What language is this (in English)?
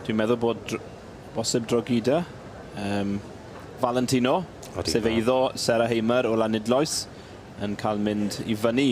Welsh